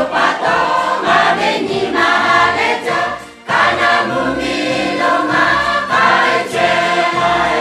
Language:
Lahu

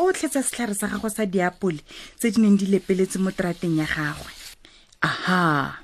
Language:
Tswana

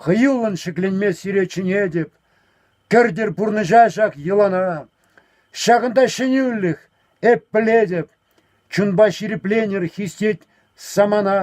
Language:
Chuvash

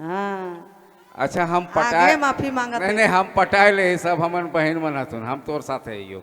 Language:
Sadri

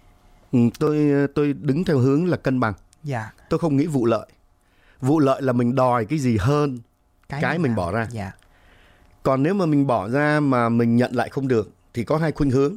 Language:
Vietnamese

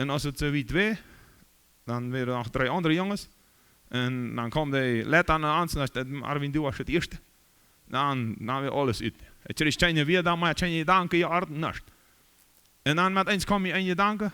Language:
Plautdietsch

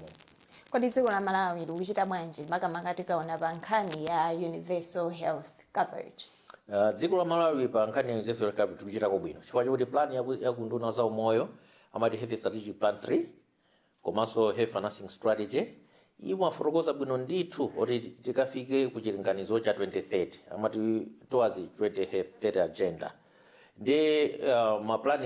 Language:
Nyanja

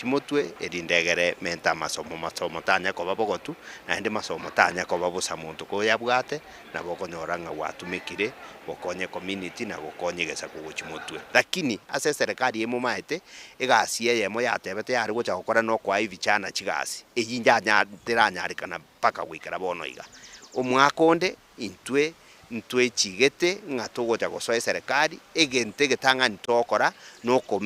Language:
Gusii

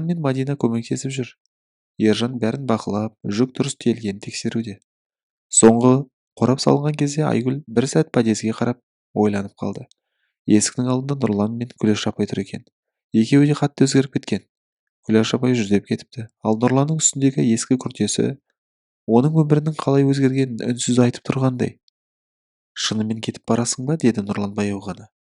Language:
Kazakh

